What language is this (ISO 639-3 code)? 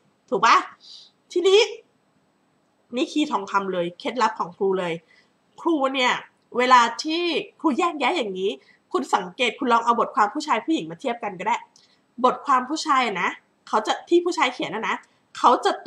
tha